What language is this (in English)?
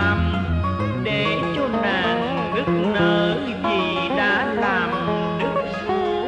Vietnamese